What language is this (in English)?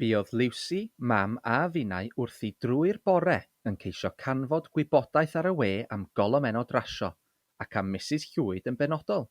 Welsh